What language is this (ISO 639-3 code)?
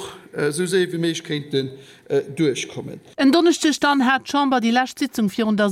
ltz